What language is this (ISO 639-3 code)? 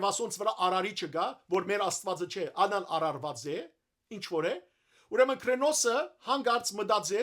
hyw